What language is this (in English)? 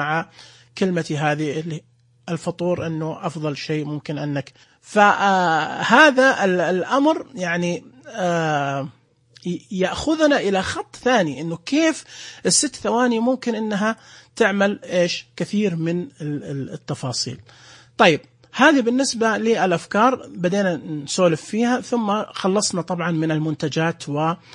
Najdi Arabic